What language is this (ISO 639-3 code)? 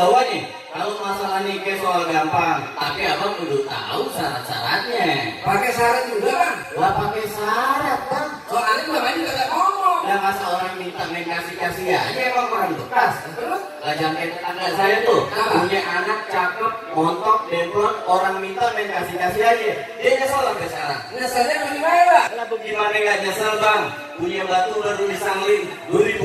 bew